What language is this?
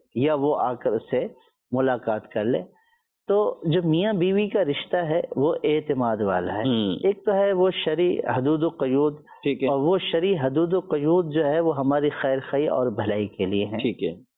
Urdu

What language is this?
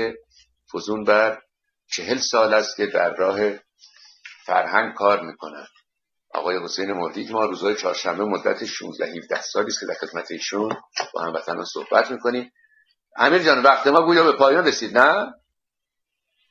Persian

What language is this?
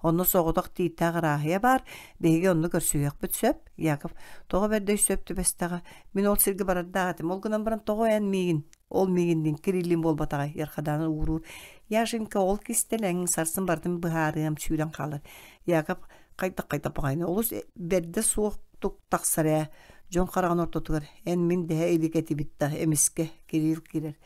Yakut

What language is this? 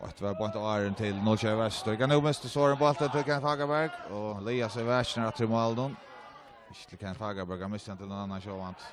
Faroese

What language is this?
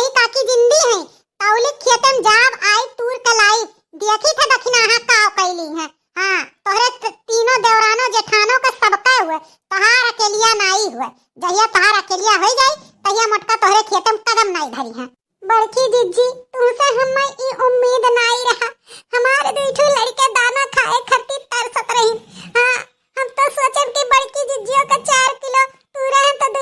Awadhi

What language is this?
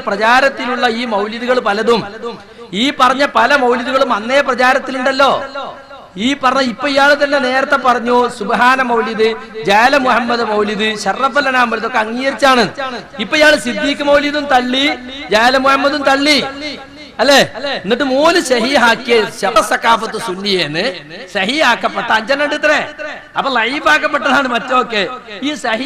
Malayalam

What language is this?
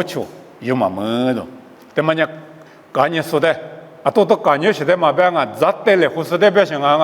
Lisu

